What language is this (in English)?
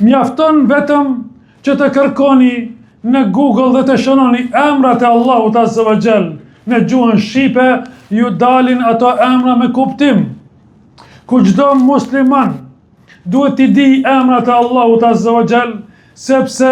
Albanian